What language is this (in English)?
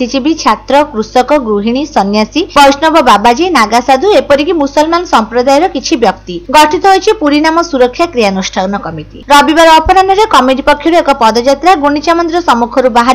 Odia